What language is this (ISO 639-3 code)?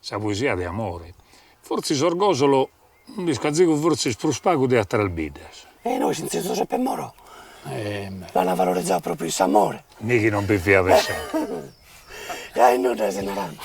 srd